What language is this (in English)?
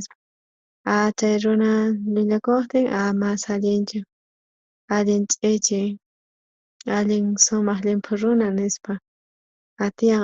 South Bolivian Quechua